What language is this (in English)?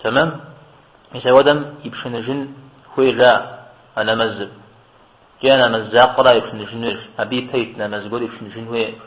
Kabardian